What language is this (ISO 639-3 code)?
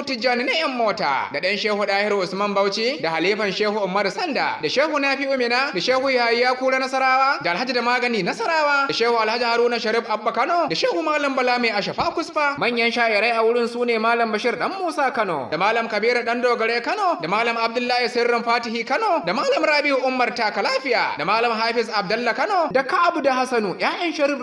hau